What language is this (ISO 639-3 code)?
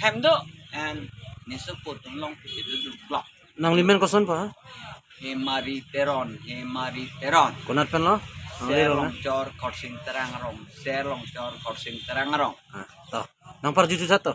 mjw